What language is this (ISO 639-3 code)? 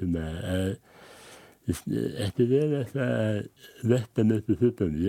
isl